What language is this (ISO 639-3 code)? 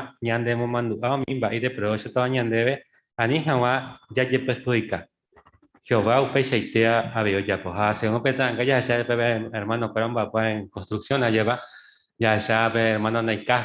grn